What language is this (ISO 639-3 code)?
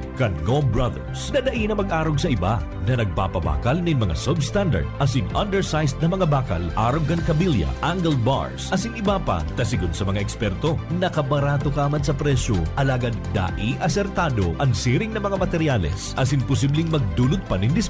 bik